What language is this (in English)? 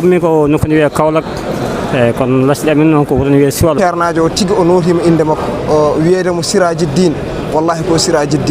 Fula